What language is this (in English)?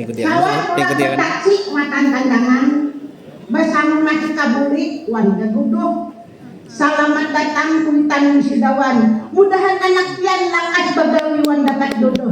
Banjar